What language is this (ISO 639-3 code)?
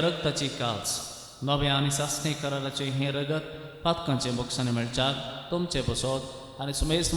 kok